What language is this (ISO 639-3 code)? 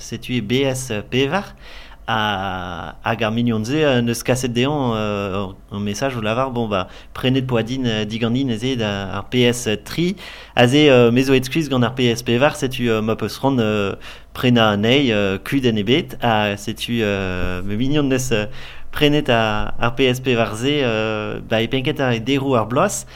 bre